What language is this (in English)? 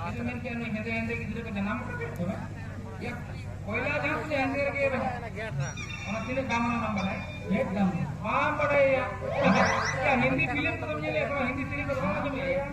Santali